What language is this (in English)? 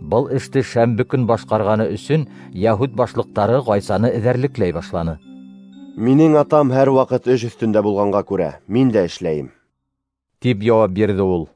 Bashkir